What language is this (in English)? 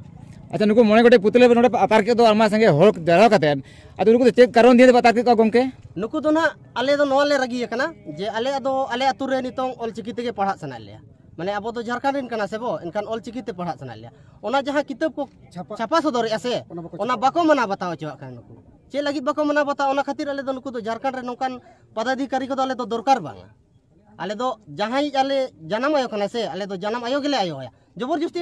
Santali